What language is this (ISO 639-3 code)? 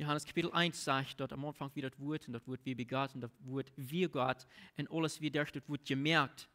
pdt